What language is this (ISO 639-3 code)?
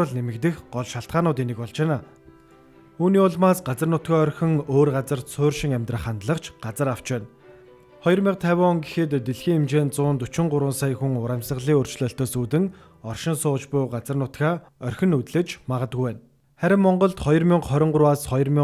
mon